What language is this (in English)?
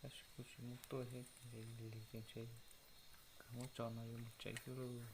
Hmong